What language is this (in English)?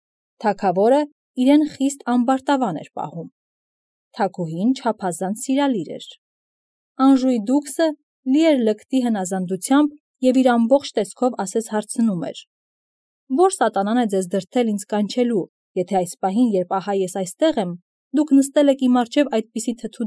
Armenian